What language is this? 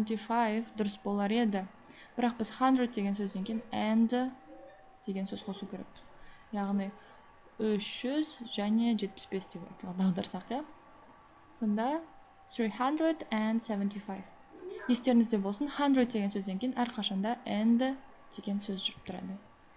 Kazakh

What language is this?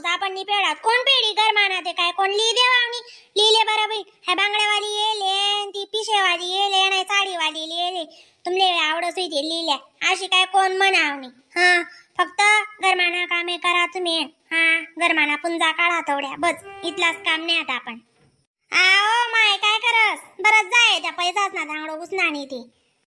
Khandesi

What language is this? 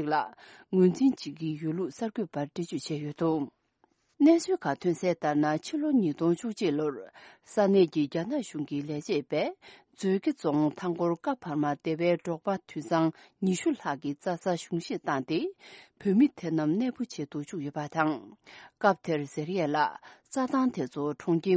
Tibetan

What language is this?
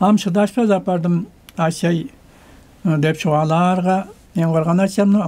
Tuvinian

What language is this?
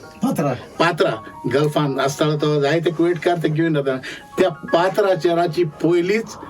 Konkani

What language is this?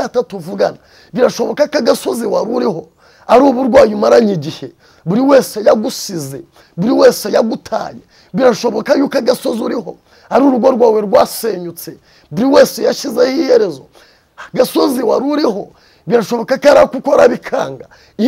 Kinyarwanda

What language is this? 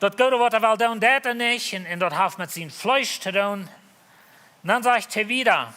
Plautdietsch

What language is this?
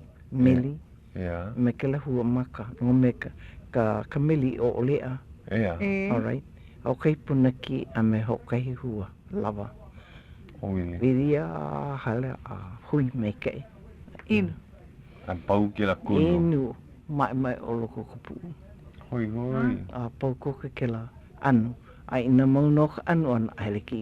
Hawaiian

